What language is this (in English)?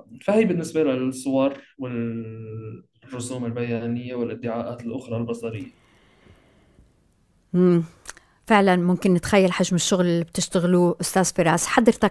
Arabic